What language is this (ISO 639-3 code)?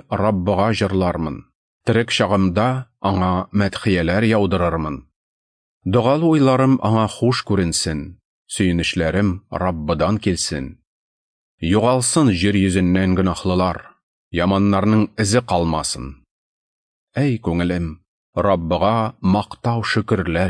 tat